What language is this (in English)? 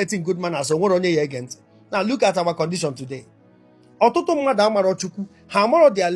Igbo